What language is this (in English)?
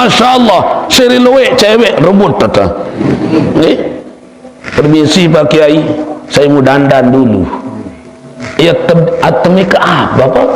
Sasak